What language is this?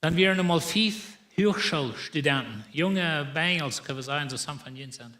Plautdietsch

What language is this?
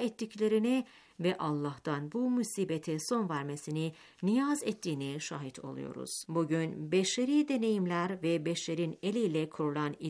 Turkish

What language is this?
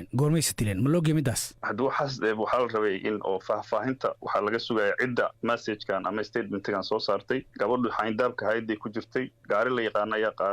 Somali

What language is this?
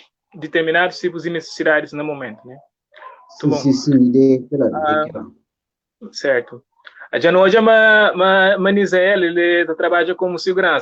Kabuverdianu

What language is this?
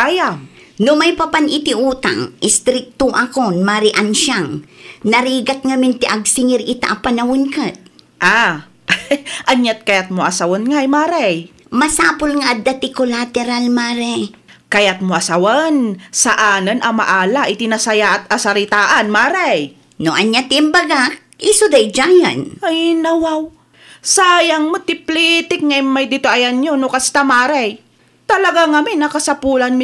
Iloko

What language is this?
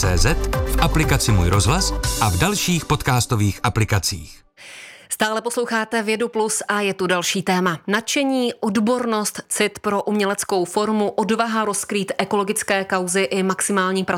Czech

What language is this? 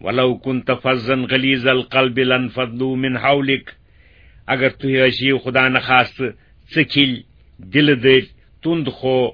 Kashmiri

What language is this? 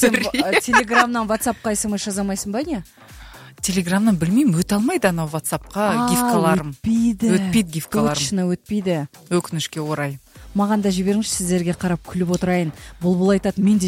Kazakh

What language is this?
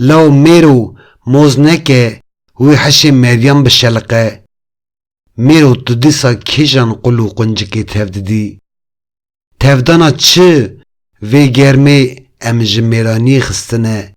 Kurdish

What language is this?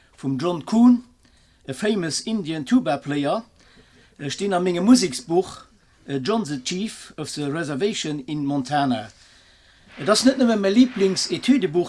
Luxembourgish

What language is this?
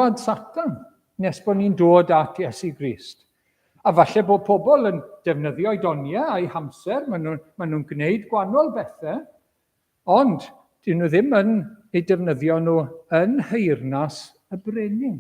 Welsh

